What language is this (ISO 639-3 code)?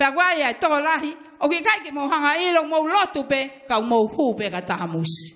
ton